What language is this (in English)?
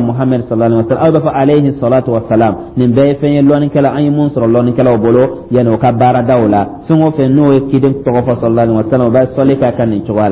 Dyula